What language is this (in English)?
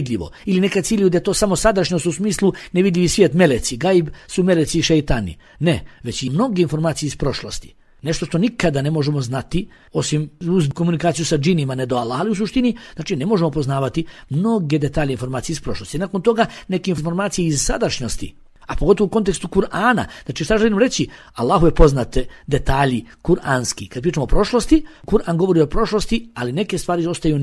Bosnian